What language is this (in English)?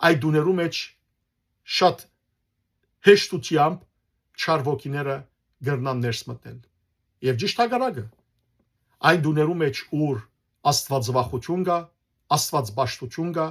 Western Armenian